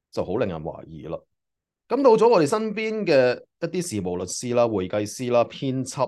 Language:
Cantonese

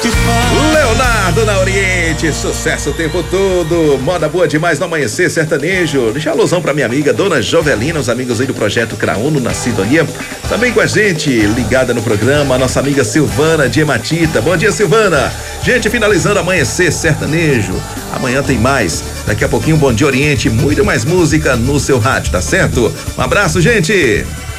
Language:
Portuguese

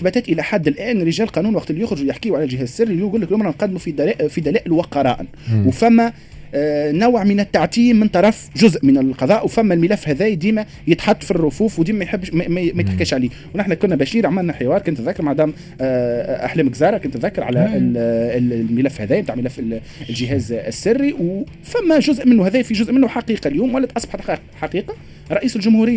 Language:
Tunisian Arabic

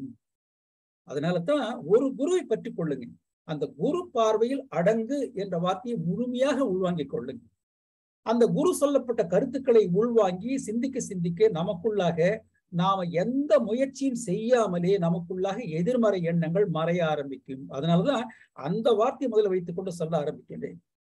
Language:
Tamil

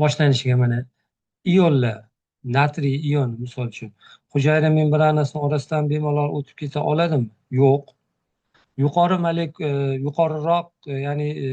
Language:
Uzbek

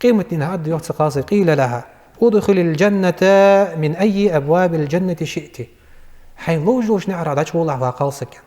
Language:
Ingush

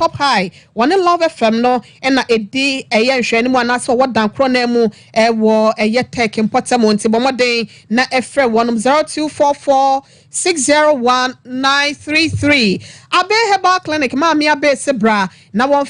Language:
Akan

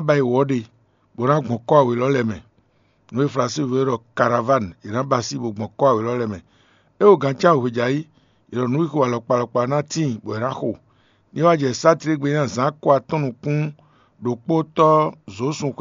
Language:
Fon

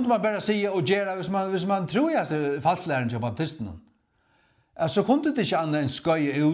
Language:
Faroese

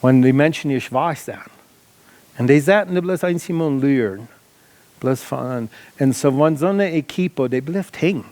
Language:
Plautdietsch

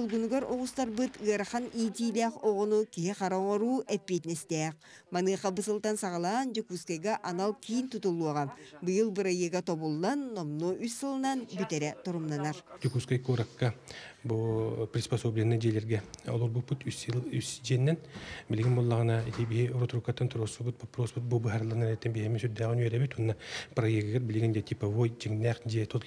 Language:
Yakut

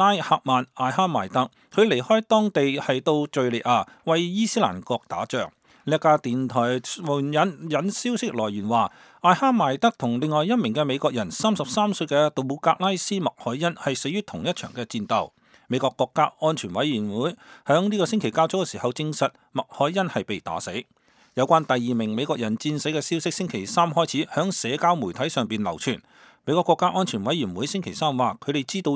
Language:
Cantonese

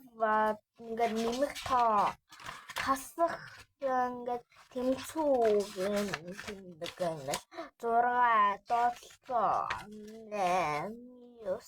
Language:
Mongolian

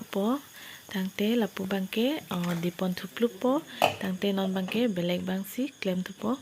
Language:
Karbi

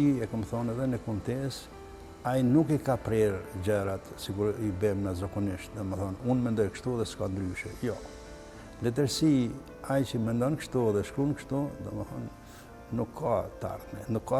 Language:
Albanian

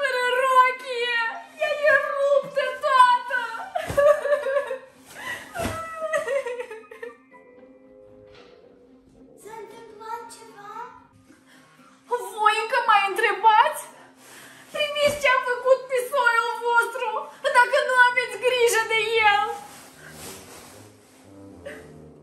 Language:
Romanian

